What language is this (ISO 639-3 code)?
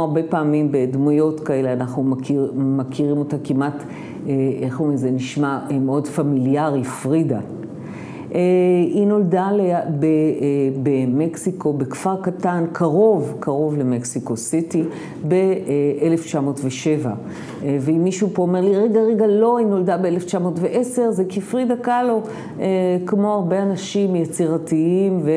heb